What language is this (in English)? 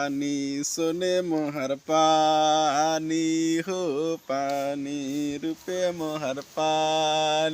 Kurukh